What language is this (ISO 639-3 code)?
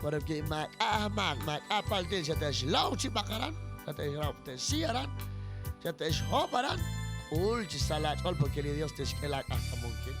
kek